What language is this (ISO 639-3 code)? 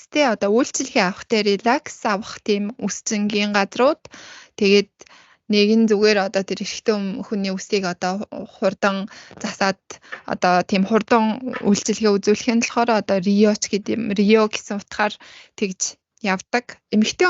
mon